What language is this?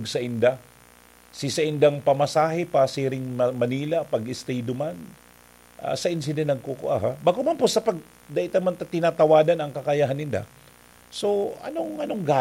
Bikol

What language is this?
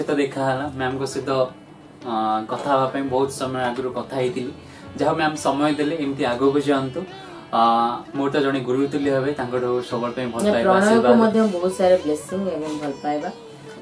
Odia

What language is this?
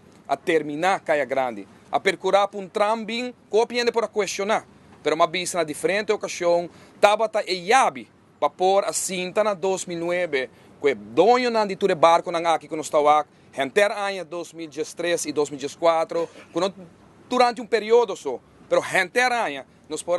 Papiamento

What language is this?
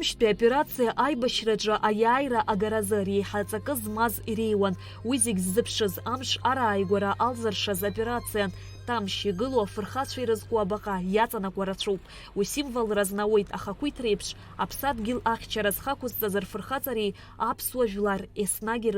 Abkhazian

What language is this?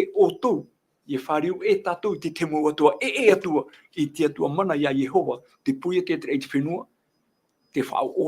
Tahitian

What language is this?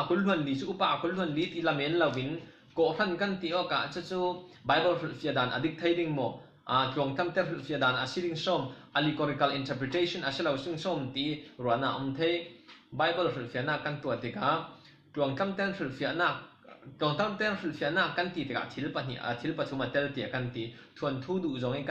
Falam Chin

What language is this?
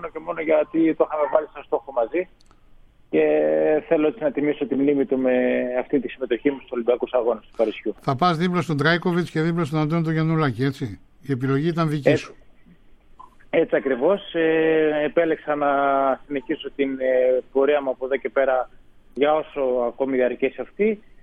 Greek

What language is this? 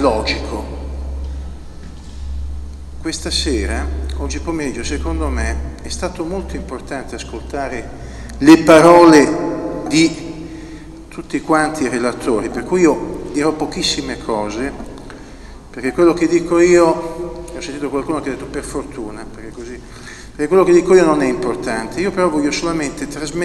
Italian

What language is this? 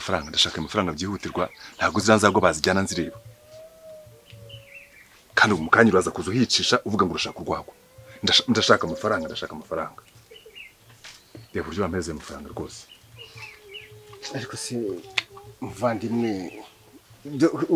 Kinyarwanda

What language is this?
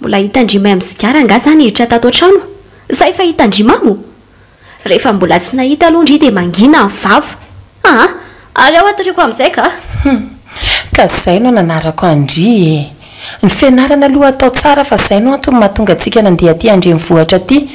Malagasy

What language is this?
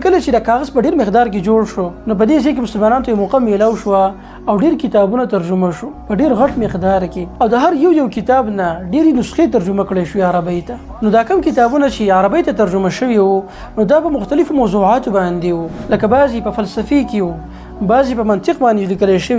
Pashto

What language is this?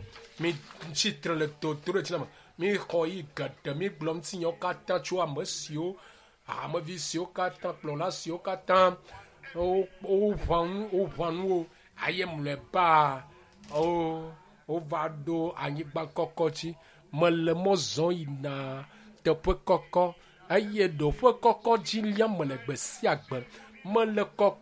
Ewe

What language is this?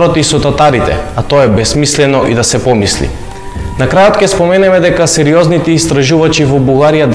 Macedonian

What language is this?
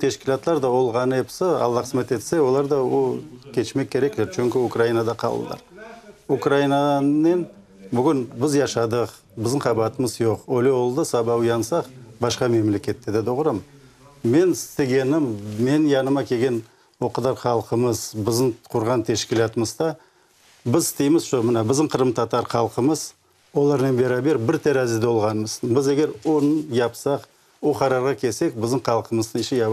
Crimean Tatar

